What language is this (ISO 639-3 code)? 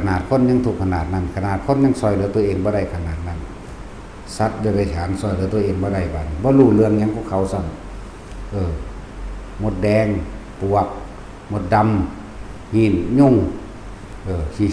tts